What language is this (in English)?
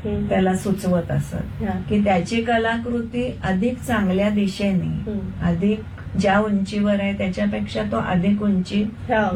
Marathi